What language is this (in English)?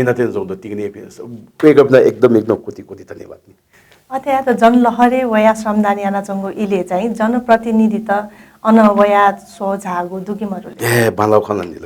Newari